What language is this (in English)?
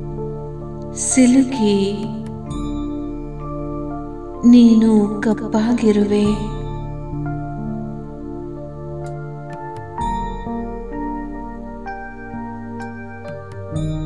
Kannada